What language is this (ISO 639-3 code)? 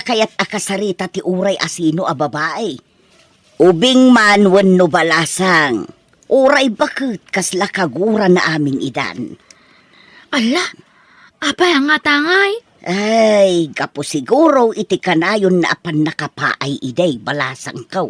ilo